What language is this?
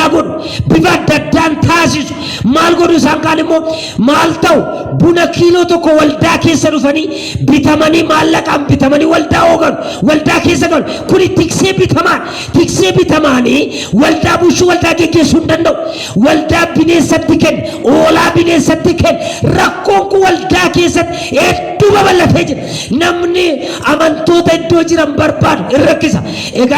Oromo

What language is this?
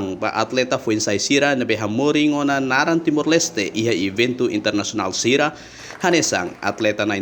Tetum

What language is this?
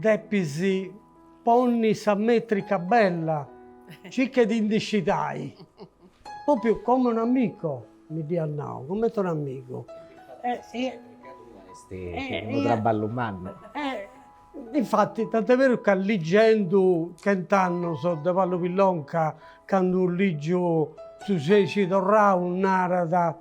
Sardinian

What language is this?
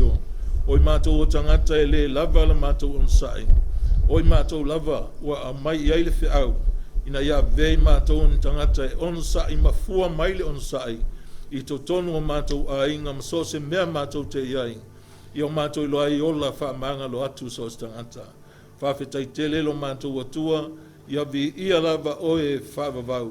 Samoan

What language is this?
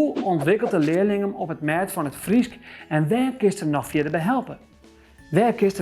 Western Frisian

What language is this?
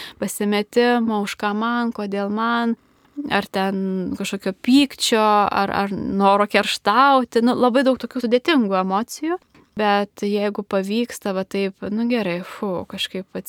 Lithuanian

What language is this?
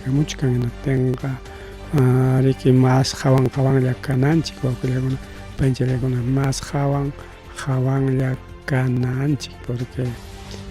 Ayacucho Quechua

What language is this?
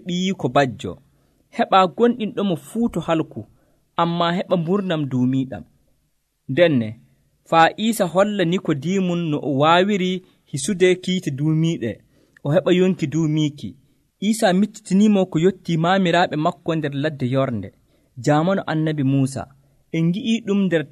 Nigerian Fulfulde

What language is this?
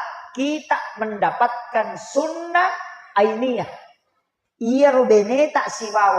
Buginese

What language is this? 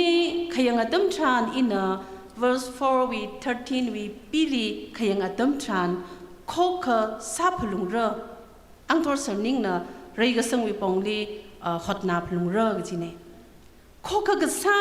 Tangkhul Naga (India)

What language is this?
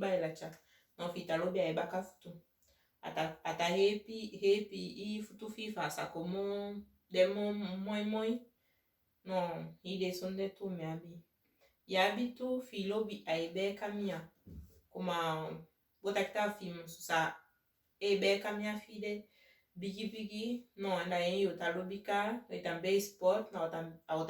Saramaccan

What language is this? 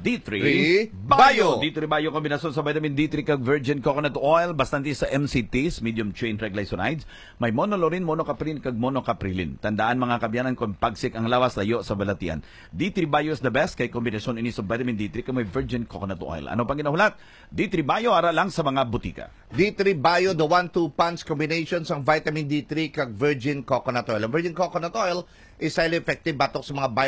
Hiligaynon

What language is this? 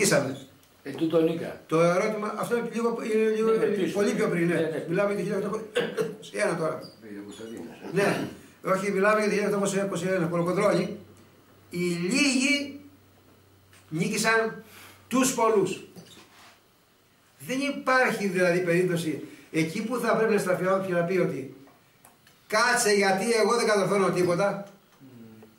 Greek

